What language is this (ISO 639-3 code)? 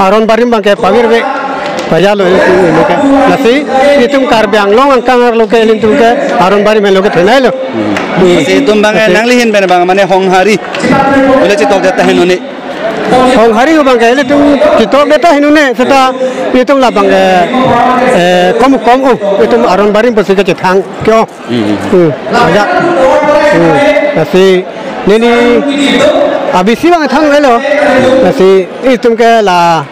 mjw